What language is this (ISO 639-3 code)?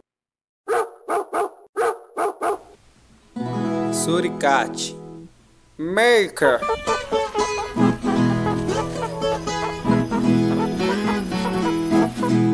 por